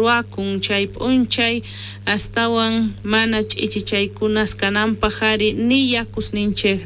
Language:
South Bolivian Quechua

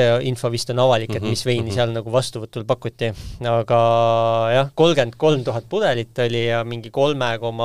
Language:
Estonian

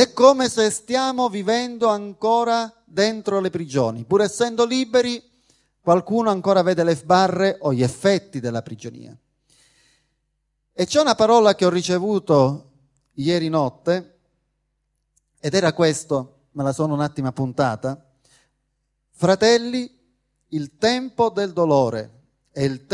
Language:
Italian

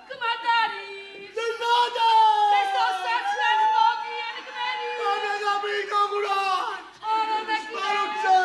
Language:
Neapolitan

